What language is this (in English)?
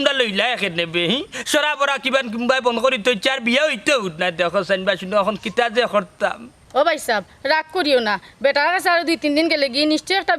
Sylheti